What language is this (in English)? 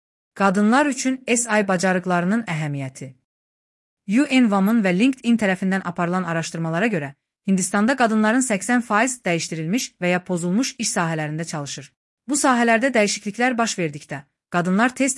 Azerbaijani